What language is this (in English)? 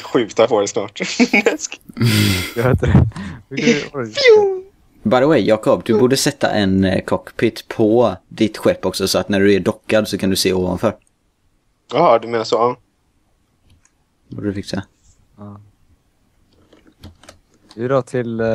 Swedish